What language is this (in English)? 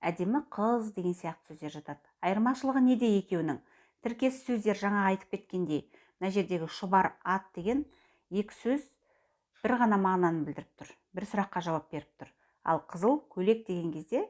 Kazakh